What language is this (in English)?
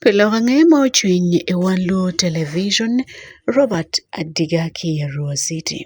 Acoli